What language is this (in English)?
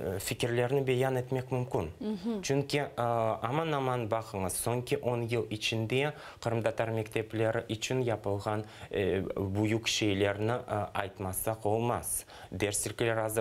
Crimean Tatar